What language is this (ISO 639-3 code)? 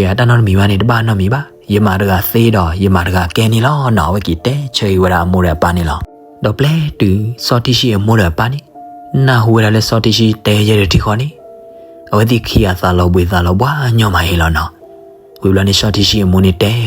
ksw